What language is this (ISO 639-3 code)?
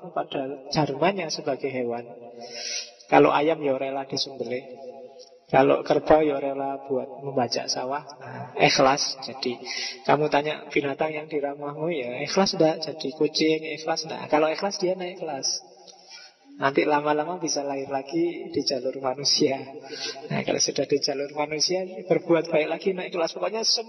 ind